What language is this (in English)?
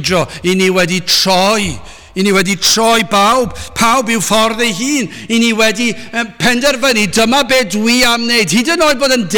Welsh